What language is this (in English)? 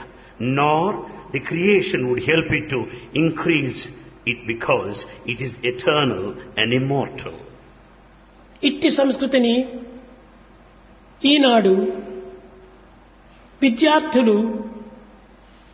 Telugu